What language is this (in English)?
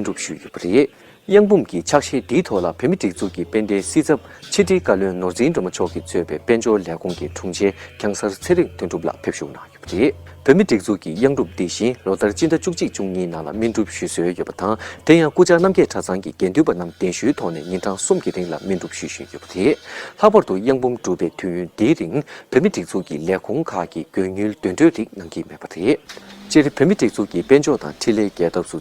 Tibetan